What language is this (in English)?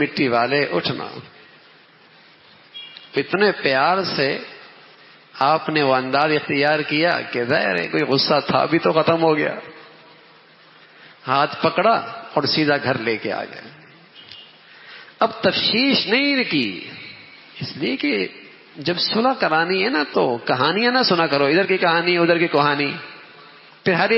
Urdu